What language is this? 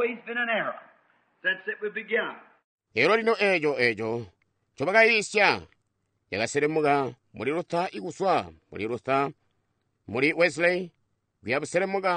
Tonga (Zambia)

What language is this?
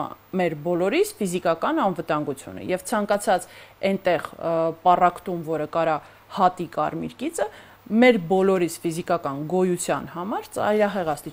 Armenian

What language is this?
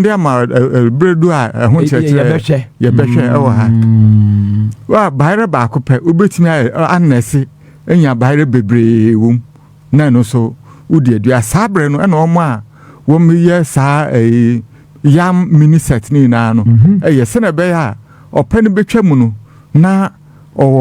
Akan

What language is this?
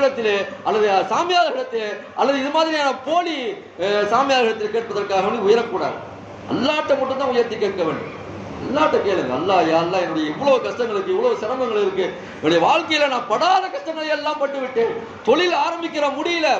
Tamil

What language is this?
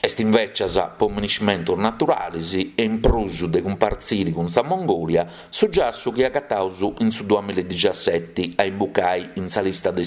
Sardinian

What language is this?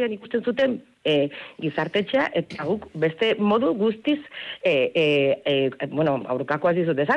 Basque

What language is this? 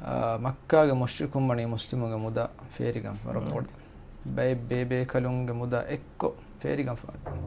Divehi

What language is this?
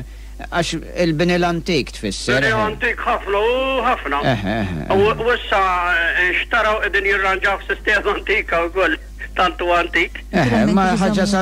Maltese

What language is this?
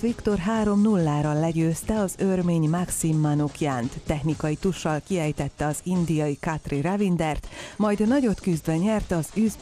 Hungarian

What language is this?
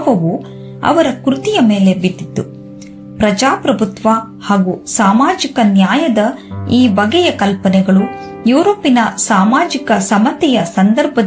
Kannada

